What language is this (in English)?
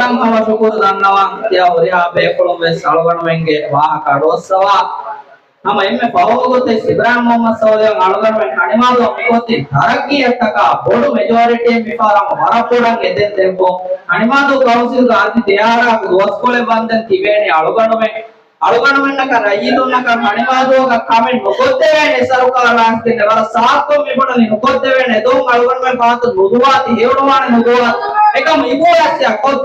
Divehi